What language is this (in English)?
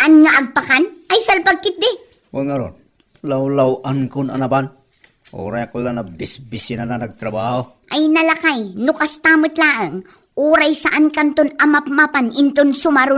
Iloko